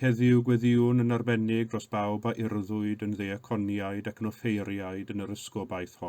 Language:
Welsh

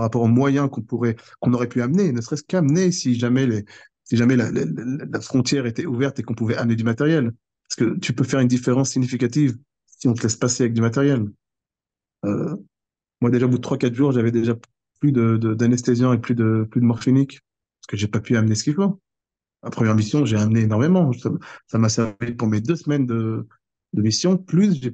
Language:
French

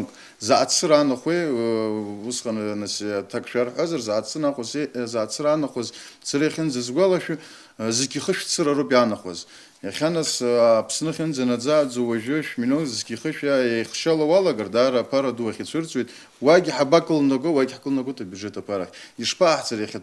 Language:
Abkhazian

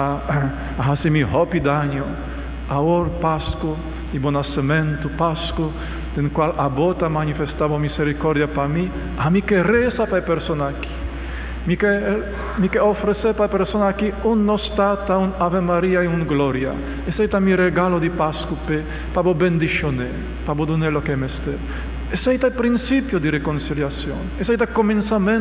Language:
Papiamento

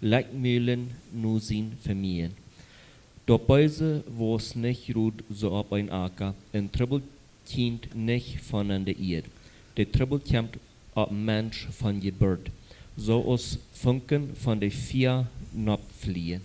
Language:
Plautdietsch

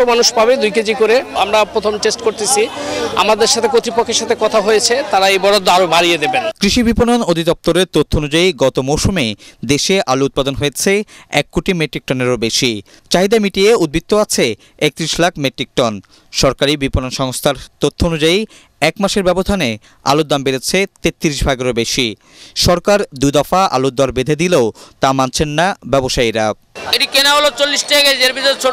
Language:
Bangla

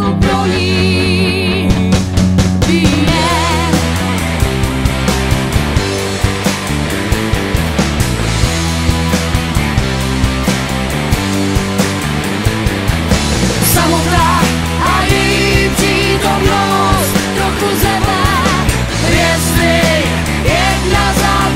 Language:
Czech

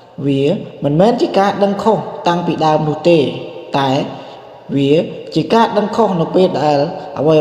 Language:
Khmer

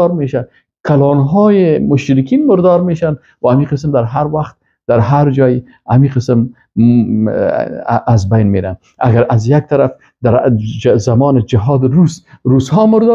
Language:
Persian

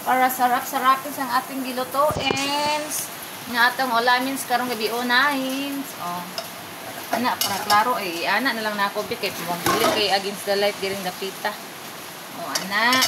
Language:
Cebuano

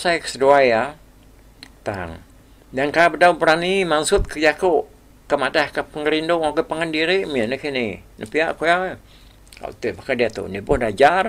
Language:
Iban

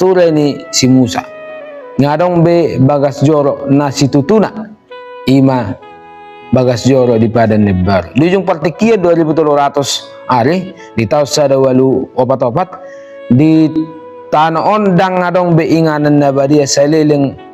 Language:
Batak Toba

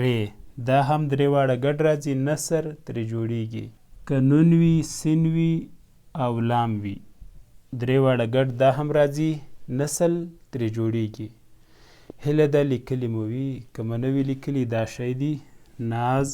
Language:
Pashto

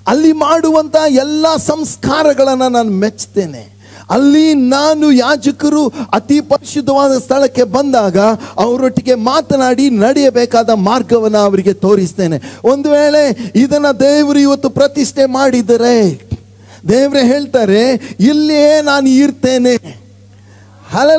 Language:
Kannada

